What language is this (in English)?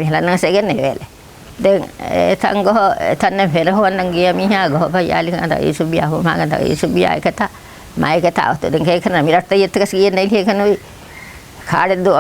Divehi